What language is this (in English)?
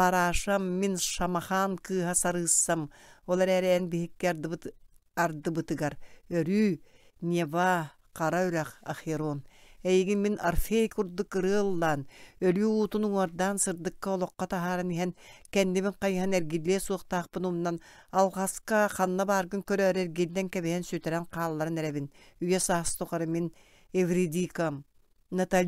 Yakut